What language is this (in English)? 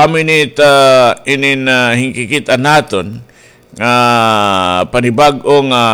Waray